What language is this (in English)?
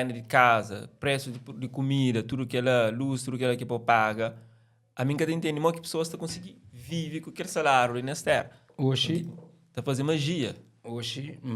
Kabuverdianu